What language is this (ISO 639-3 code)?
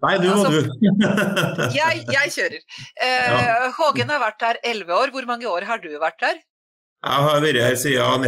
nor